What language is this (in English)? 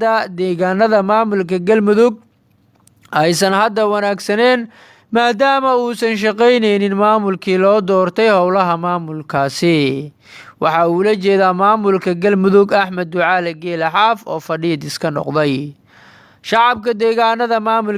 Somali